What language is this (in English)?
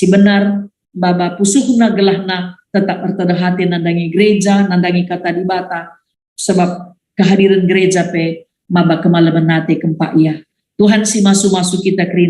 Batak Karo